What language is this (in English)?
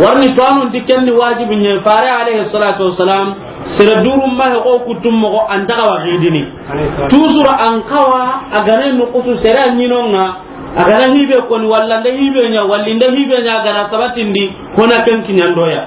Soninke